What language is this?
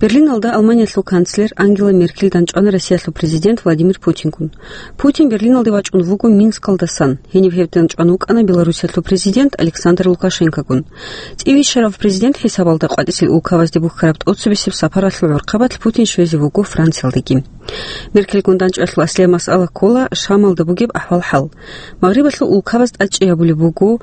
Avaric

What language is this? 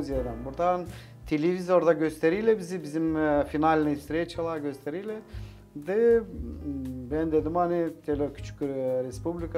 Gagauz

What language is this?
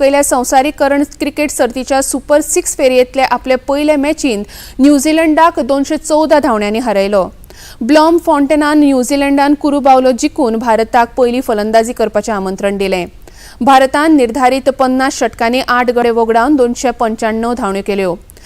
Konkani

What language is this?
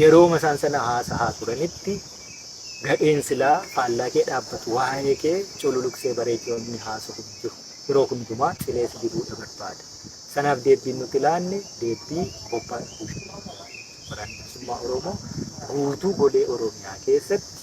Oromo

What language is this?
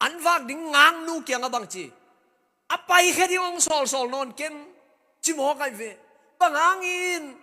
Tedim Chin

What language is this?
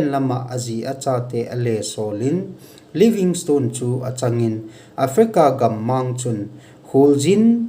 Thado Chin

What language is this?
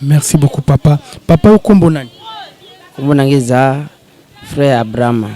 Lingala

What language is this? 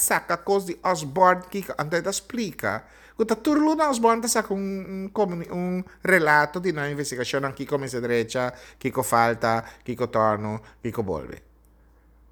Papiamento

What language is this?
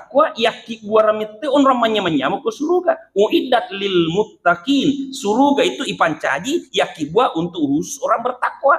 Buginese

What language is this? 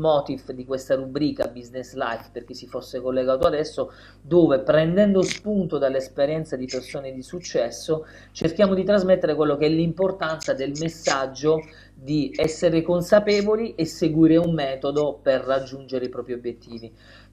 Italian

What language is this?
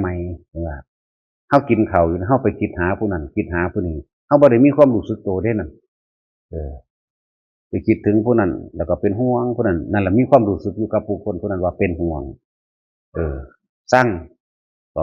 Northeastern Thai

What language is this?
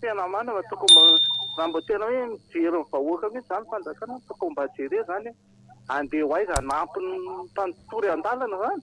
Malagasy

